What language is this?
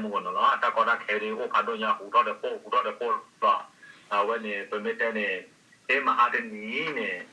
S'gaw Karen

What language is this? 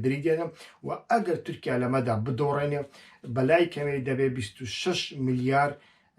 Central Kurdish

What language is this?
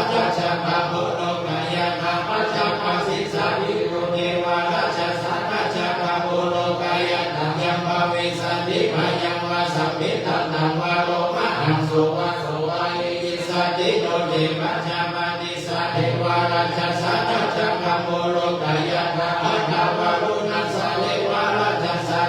Pali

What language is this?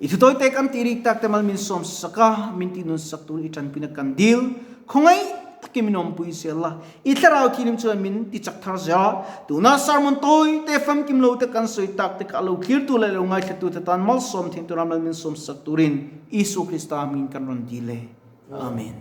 Mizo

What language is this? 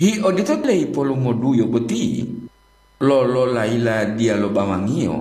Gorontalo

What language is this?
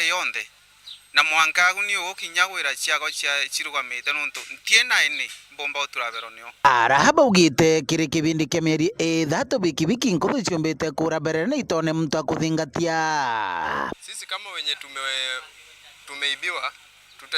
Meru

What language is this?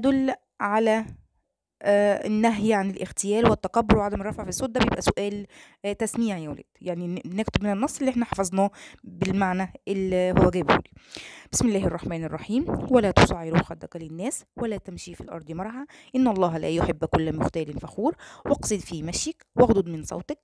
Egyptian Arabic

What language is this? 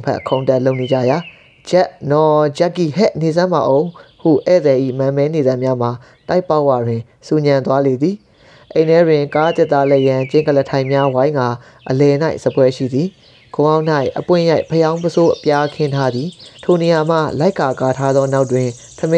Burmese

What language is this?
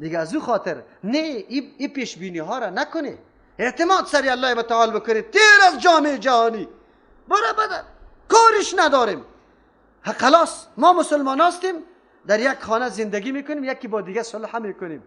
Persian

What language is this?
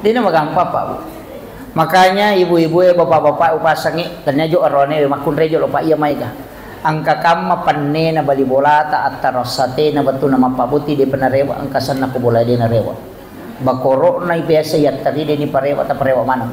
Buginese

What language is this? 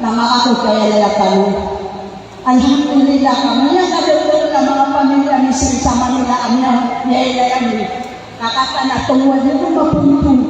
Maranao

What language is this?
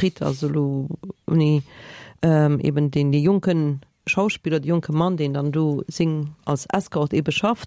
Luxembourgish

